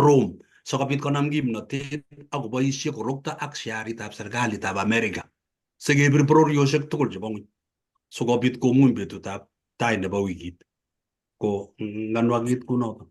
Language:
Kalenjin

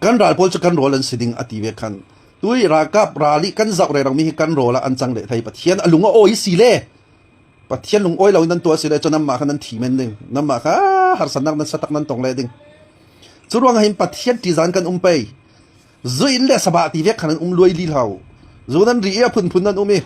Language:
Hakha Chin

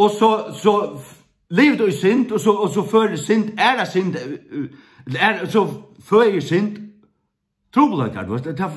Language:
Faroese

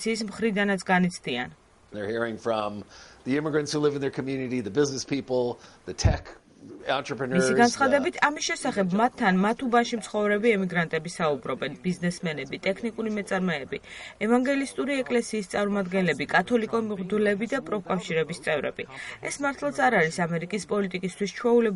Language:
Georgian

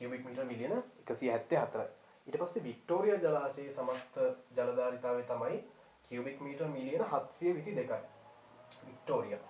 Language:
Sinhala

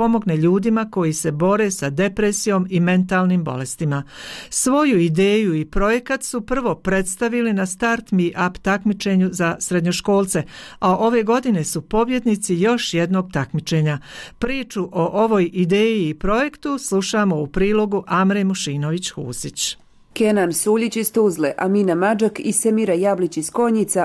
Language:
Bosnian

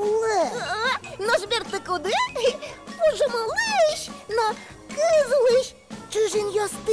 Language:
Udmurt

